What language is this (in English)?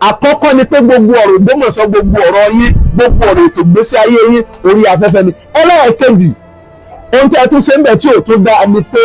Yoruba